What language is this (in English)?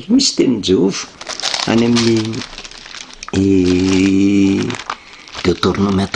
Malagasy